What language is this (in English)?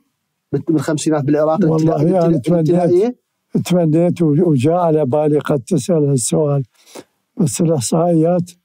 Mesopotamian Arabic